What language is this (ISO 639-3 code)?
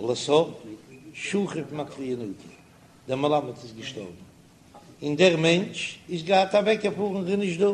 yid